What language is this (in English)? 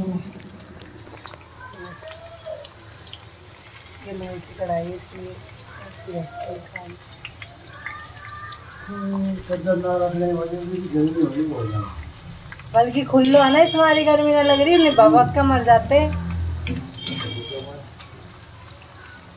Hindi